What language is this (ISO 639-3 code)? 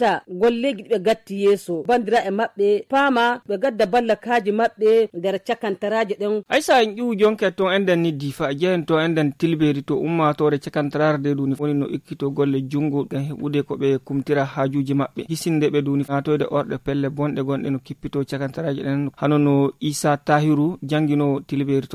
fuv